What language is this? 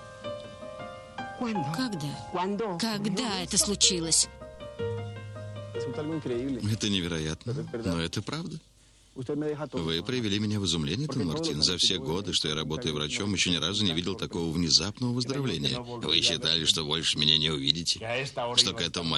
Russian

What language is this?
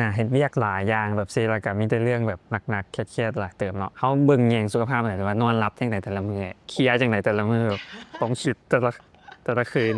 Lao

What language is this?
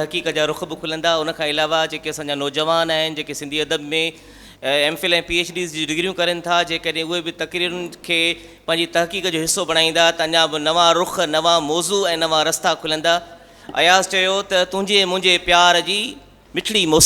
Sindhi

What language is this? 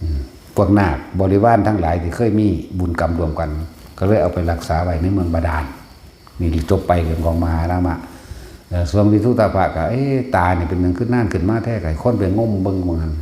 Northeastern Thai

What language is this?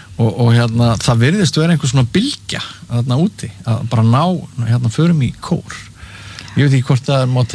Icelandic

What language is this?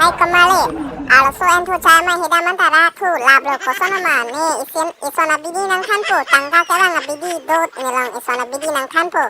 Karbi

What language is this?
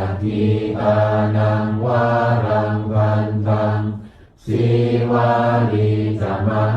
Pali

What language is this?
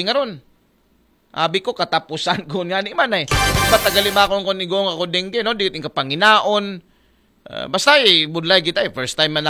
Aklanon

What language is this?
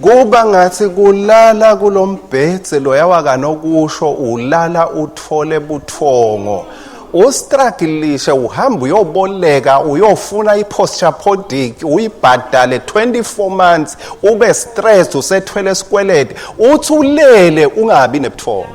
Swati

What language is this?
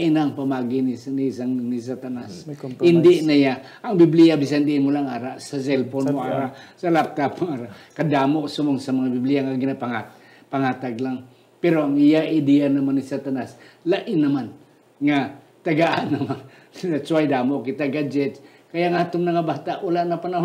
Hiligaynon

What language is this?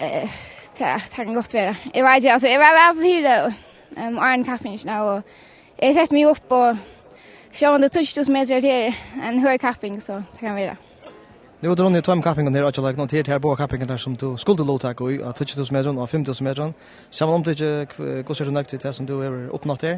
Faroese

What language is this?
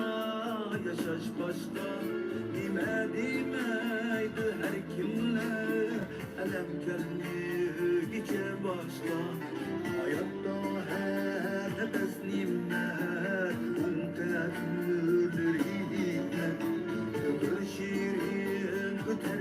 Uyghur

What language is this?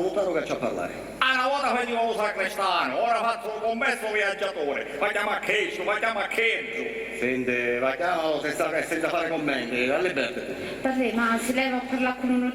Sicilian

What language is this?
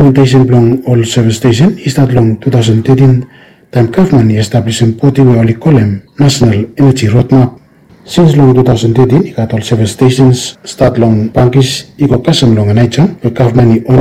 Bislama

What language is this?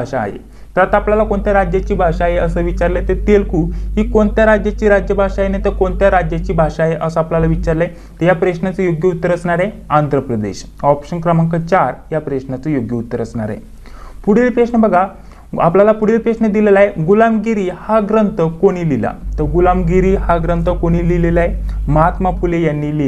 Marathi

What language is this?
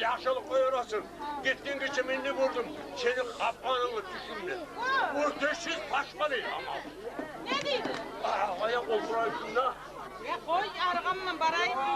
Kumyk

